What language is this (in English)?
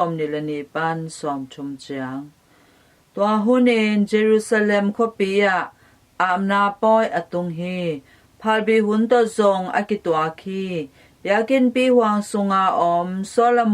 Tedim Chin